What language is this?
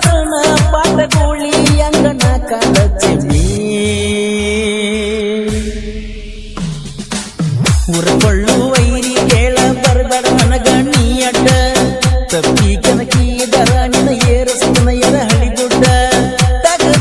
Kannada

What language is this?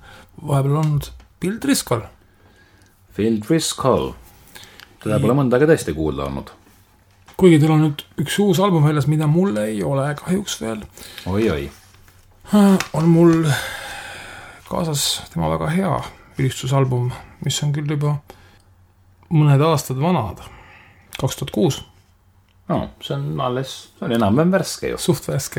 Estonian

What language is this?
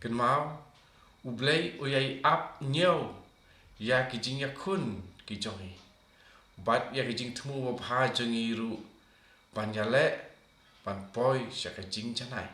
Khasi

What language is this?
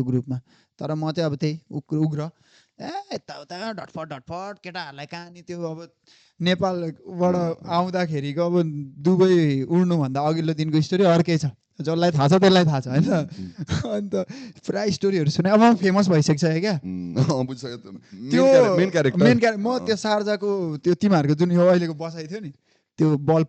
Nepali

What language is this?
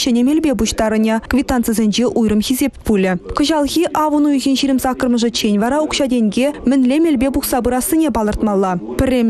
Chuvash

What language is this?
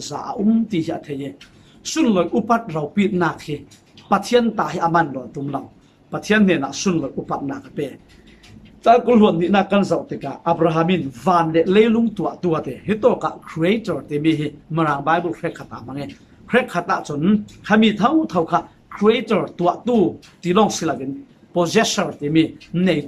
Falam Chin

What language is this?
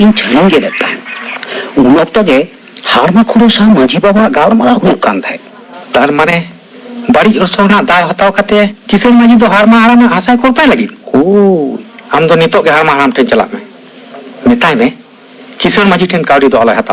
Santali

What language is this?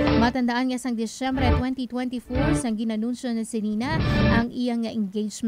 Hiligaynon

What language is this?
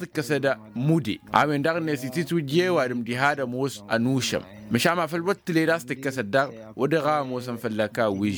Tamasheq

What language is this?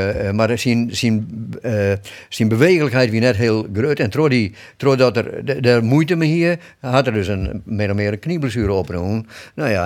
Western Frisian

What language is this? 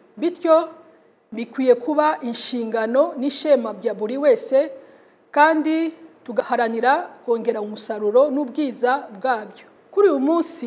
Kinyarwanda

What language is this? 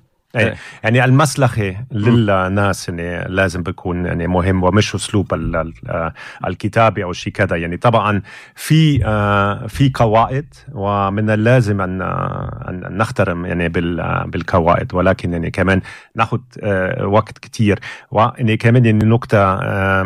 North Levantine Arabic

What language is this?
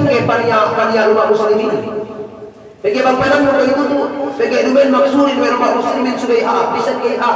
Yakan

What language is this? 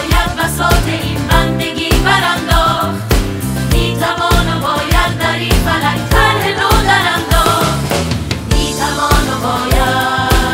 Persian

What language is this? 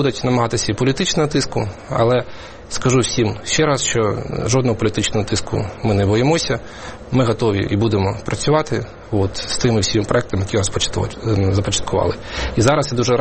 Ukrainian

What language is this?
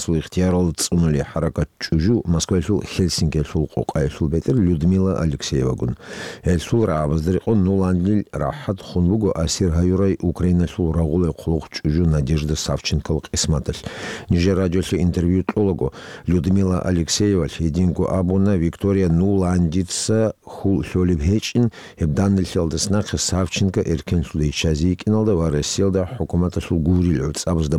Avaric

